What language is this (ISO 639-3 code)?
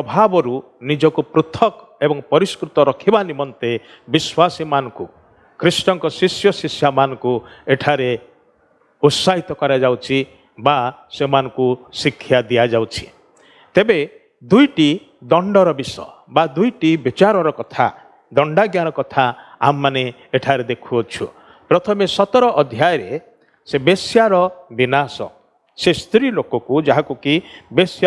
ori